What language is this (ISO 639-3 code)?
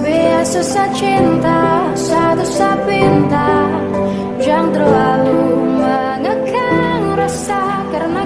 bjn